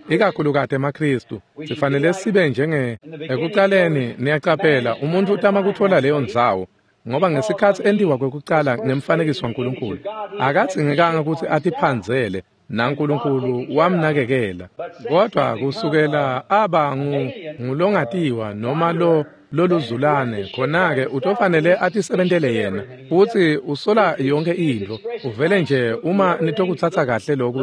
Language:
Swati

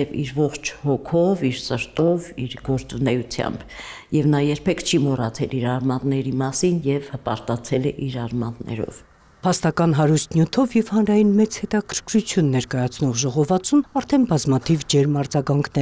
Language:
Armenian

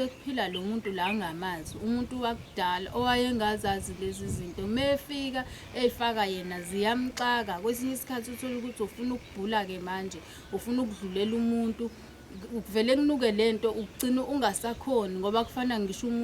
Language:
Zulu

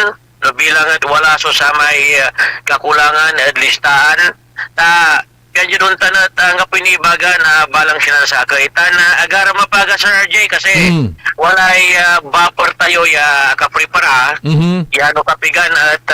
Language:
Pangasinan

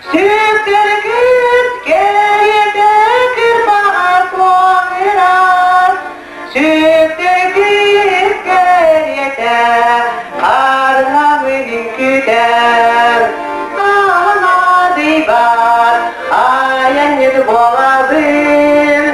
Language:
Yakut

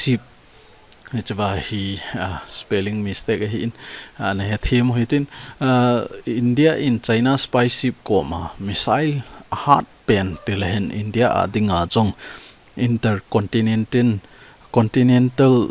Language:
Thado Chin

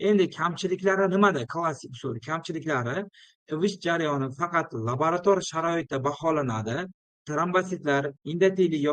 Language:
Uzbek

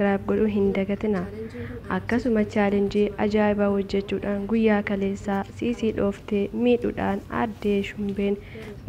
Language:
Oromo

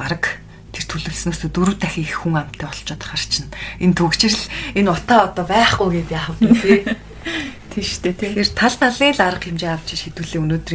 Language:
Mongolian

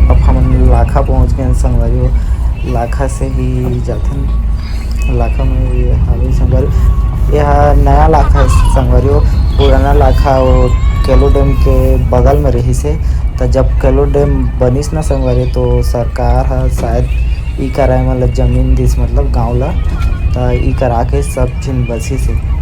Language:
Chhattisgarhi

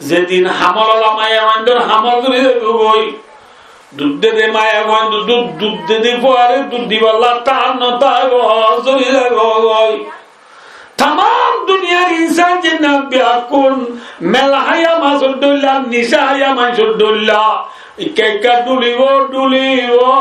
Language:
Rohingya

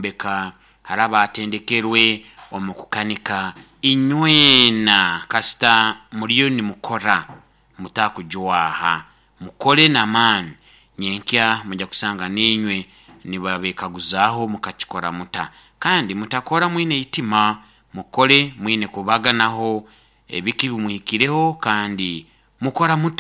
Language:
Nyoro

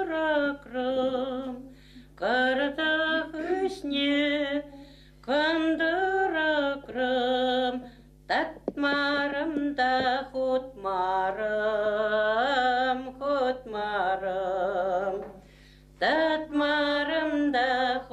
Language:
Chuvash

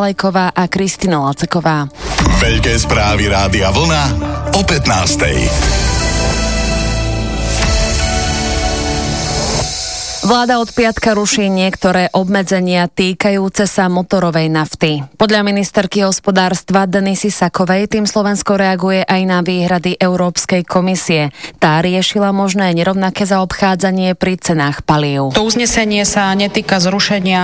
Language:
Slovak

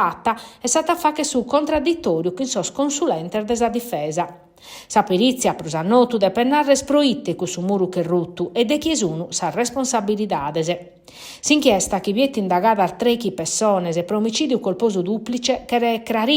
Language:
Sardinian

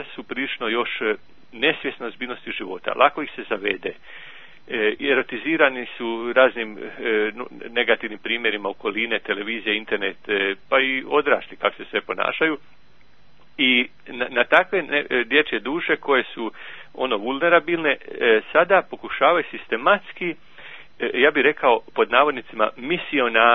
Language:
Croatian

